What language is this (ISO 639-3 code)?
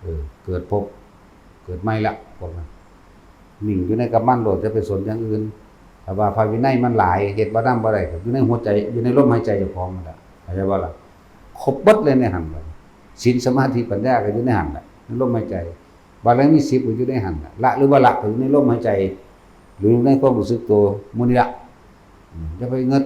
tts